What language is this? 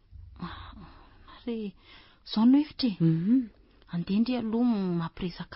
Malagasy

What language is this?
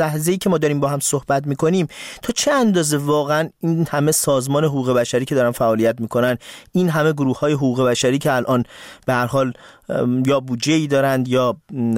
Persian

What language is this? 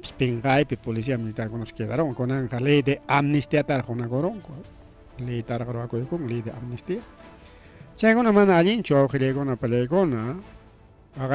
Ayacucho Quechua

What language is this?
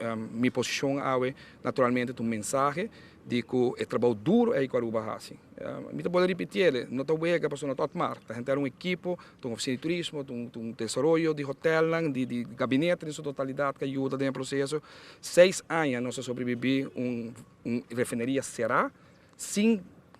Papiamento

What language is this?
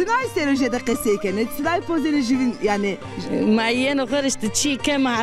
Zaza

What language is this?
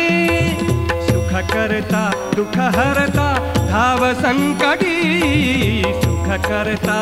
Marathi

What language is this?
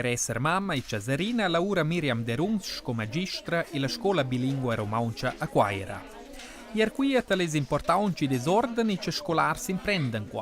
Romansh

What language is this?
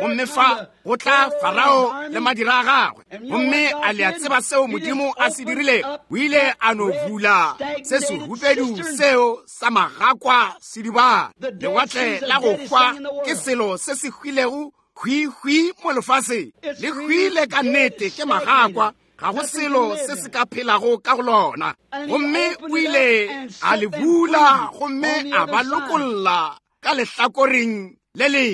Northern Sotho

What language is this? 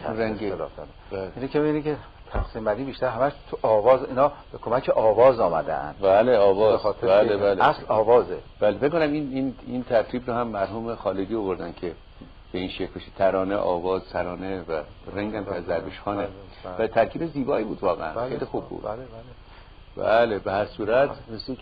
Persian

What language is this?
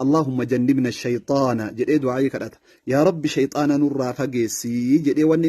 Oromo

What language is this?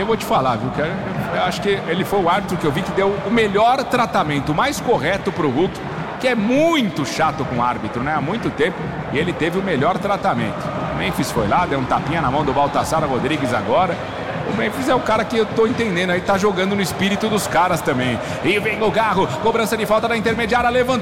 Portuguese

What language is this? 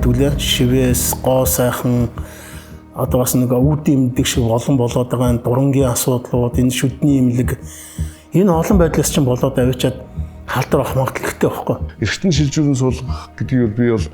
Mongolian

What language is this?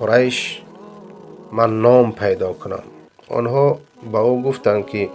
Persian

